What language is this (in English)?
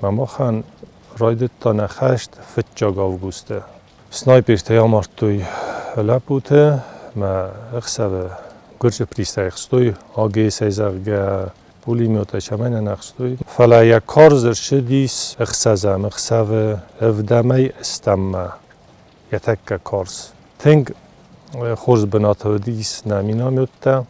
Ossetic